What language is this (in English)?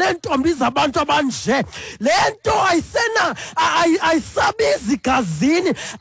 Xhosa